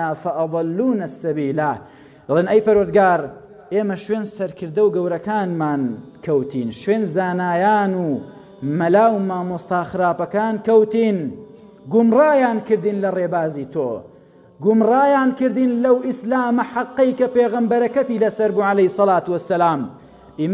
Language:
Central Kurdish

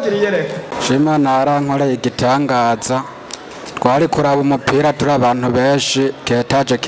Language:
Rundi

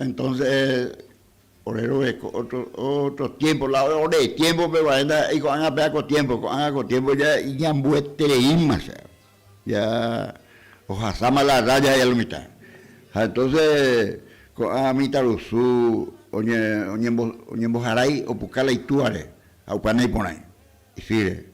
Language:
Guarani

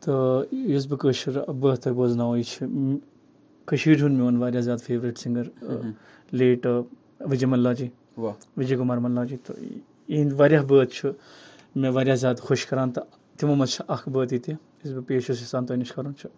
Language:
Kashmiri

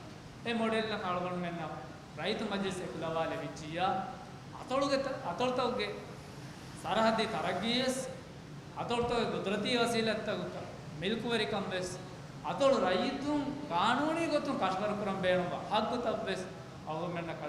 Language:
Divehi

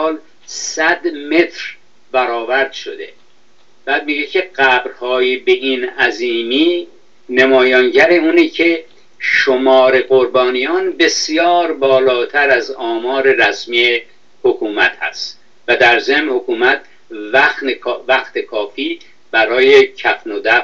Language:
Persian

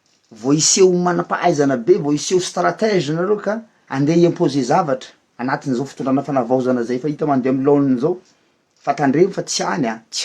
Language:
Malagasy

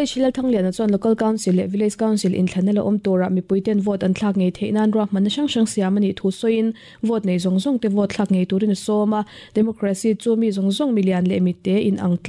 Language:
Mizo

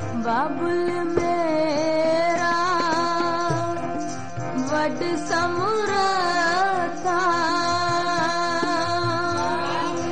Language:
Punjabi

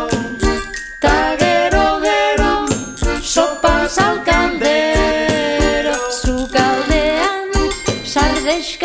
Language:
Basque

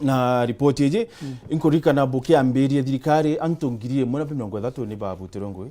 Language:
Meru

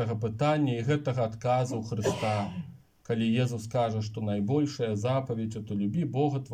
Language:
Belarusian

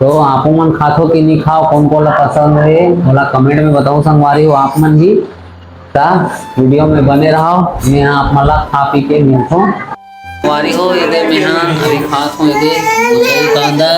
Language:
Chhattisgarhi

